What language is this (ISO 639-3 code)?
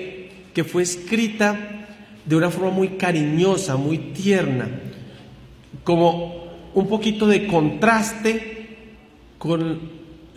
spa